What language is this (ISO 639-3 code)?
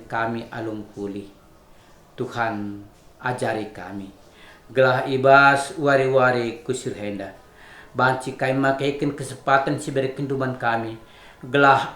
btx